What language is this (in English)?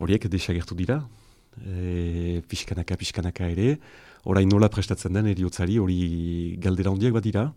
Basque